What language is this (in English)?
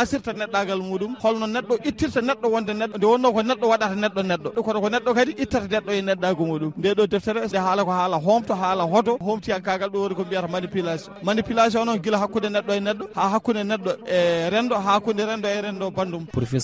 Fula